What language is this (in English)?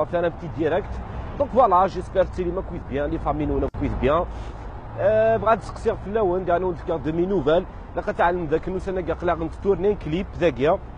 Kabyle